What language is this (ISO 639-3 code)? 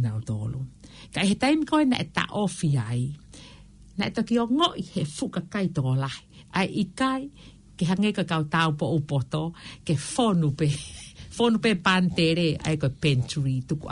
ton